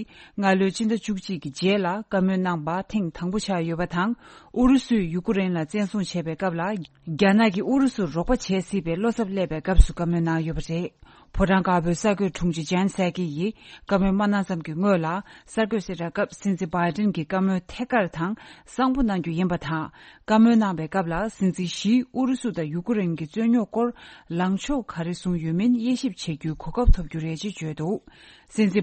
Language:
Tibetan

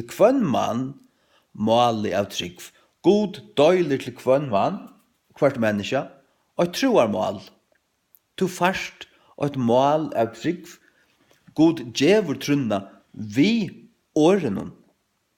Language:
Faroese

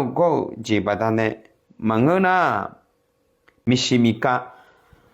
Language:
Akha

